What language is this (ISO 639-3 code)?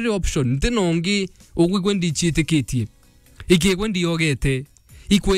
mer